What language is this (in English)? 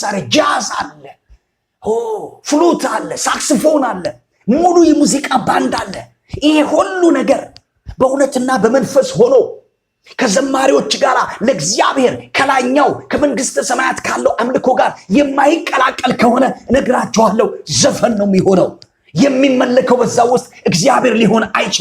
Amharic